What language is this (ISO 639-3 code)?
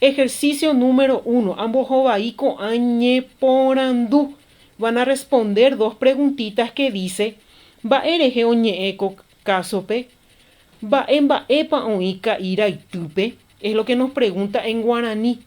grn